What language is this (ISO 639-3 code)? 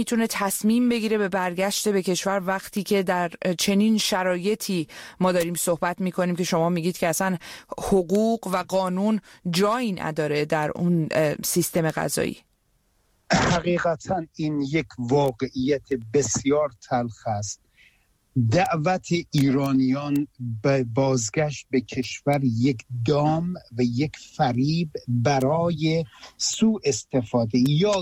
fas